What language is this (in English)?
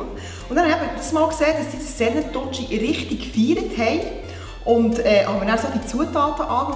Swiss German